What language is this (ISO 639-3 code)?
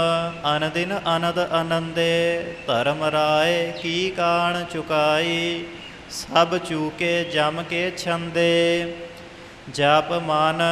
pan